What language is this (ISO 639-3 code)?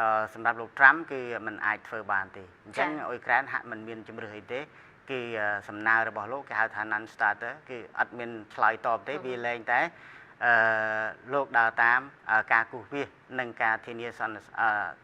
khm